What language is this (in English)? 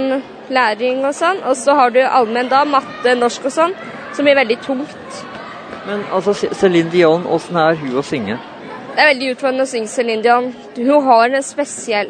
Norwegian